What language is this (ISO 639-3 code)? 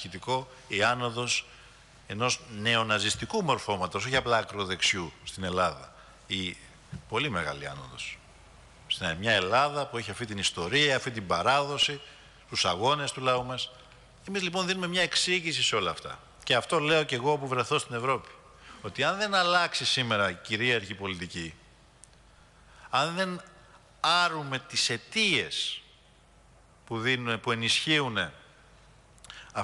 ell